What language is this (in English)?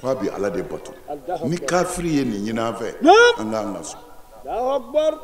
Bambara